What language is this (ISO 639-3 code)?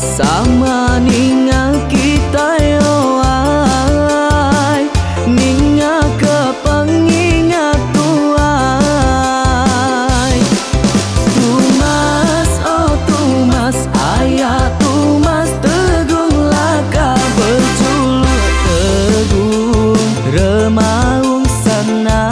iba